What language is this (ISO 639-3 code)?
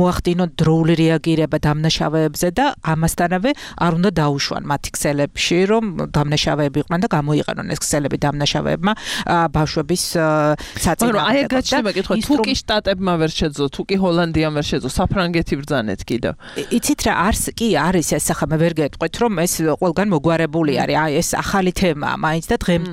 kat